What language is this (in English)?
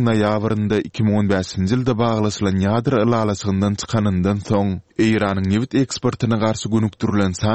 Turkmen